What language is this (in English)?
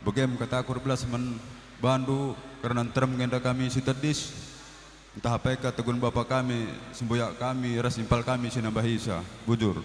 Batak Karo